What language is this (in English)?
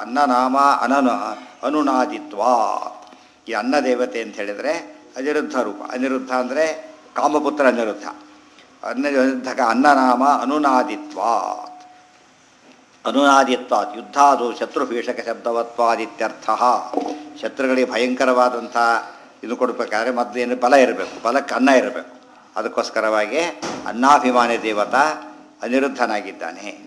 Kannada